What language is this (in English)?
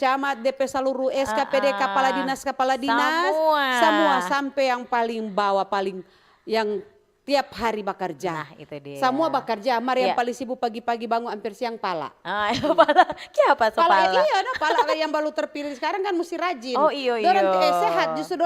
Manado Malay